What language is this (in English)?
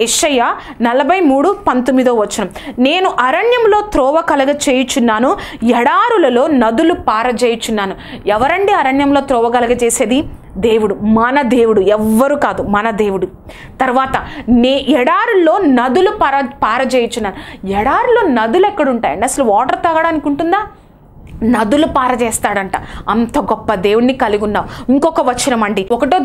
Telugu